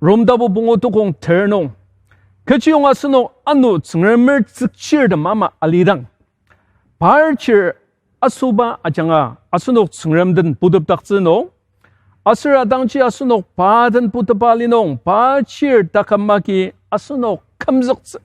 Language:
Ao Naga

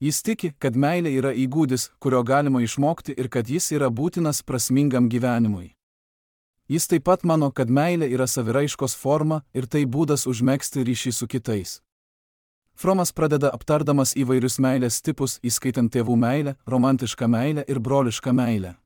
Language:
Lithuanian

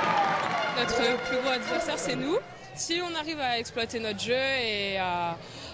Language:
French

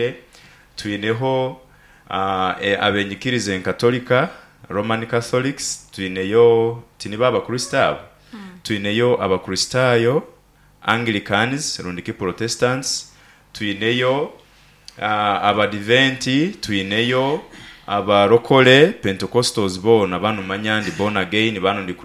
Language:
Nyoro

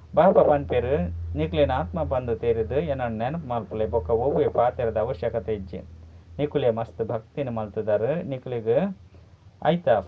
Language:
Tulu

